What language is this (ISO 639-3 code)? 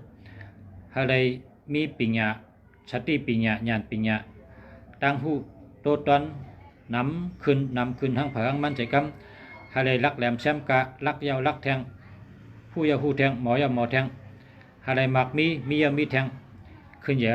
shn